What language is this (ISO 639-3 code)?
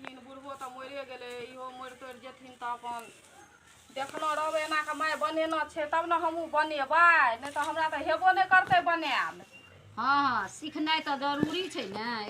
mai